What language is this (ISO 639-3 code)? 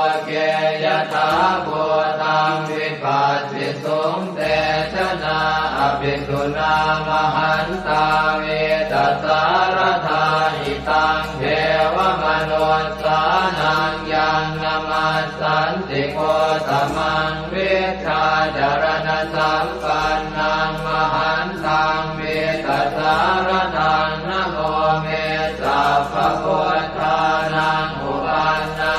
pli